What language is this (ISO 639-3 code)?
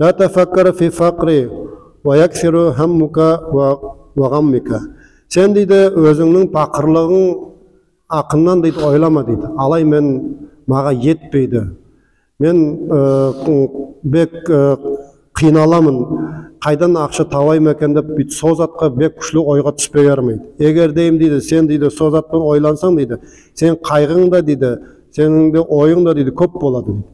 nog